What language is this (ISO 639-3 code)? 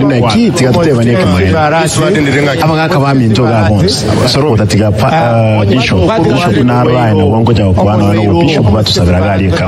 guz